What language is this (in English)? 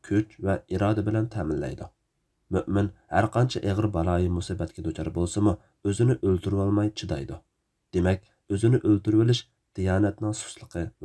Uyghur